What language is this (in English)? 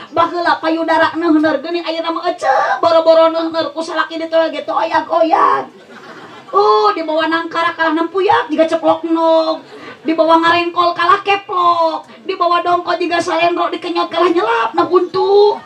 Sundanese